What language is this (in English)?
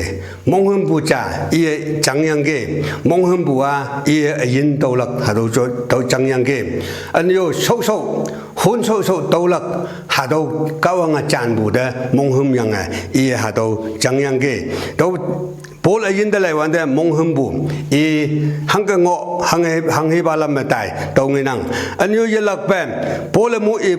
Konyak Naga